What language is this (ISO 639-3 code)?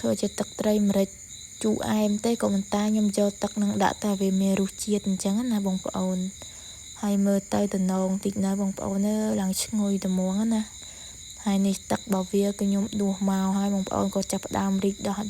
khm